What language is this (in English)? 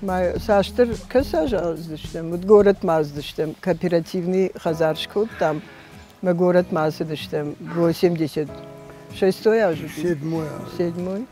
Ossetic